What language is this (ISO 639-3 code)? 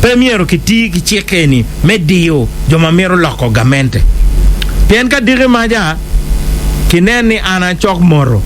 ach